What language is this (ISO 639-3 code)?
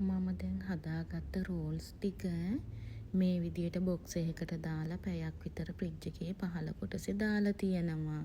sin